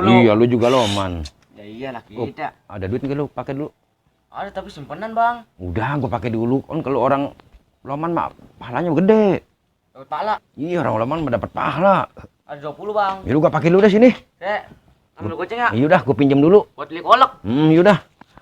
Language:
Betawi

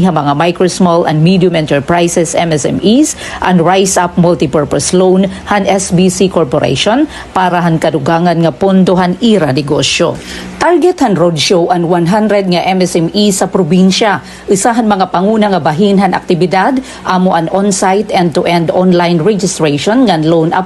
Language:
Waray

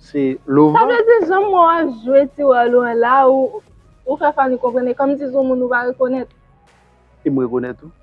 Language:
Haitian Creole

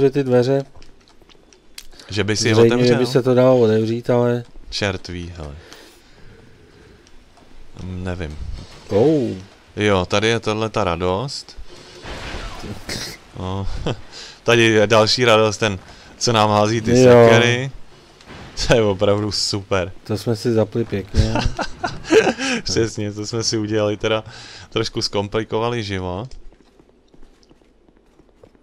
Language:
Czech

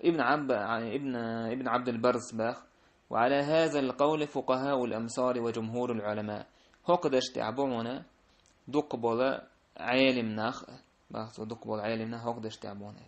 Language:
Chechen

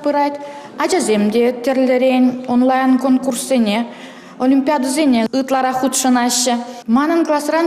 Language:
Chuvash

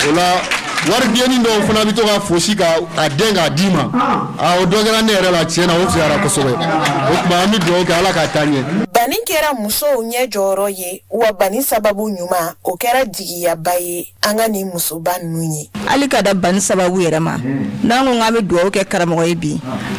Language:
Bambara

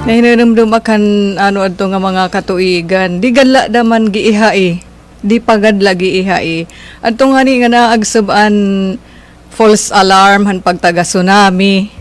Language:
Waray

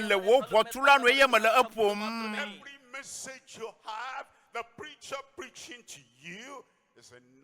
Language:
Ewe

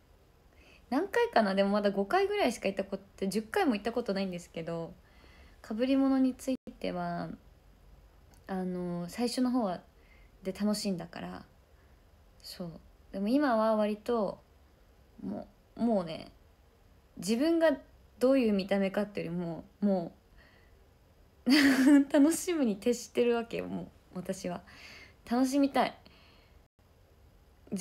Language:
Japanese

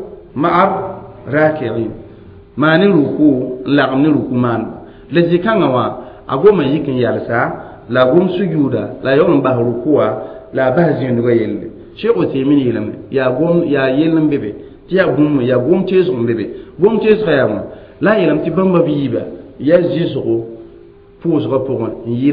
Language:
Mossi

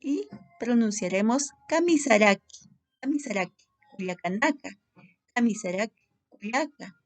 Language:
Aymara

